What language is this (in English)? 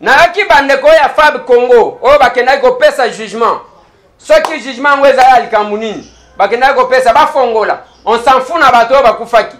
Lingala